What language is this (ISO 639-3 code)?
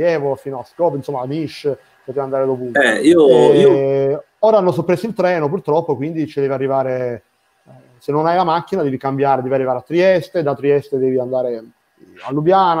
ita